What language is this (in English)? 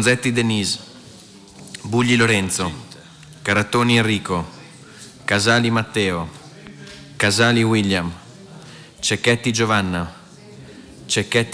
Italian